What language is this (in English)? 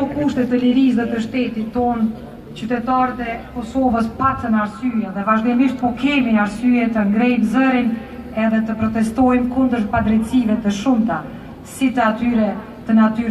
Albanian